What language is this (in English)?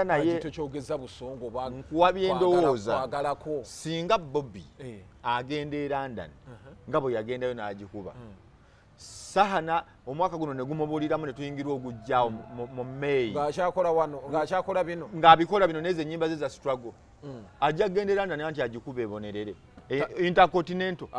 Ganda